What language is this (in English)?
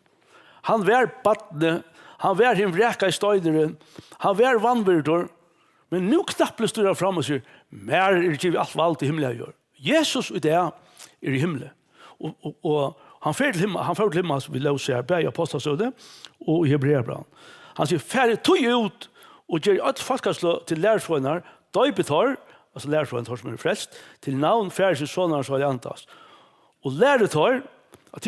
Faroese